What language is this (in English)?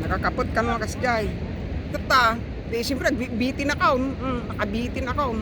Iloko